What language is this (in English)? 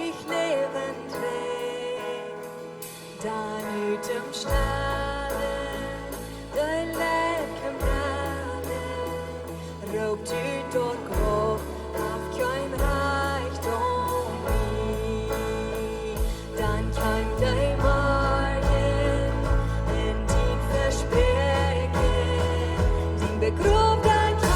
Plautdietsch